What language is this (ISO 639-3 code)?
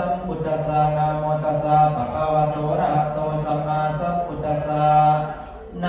pli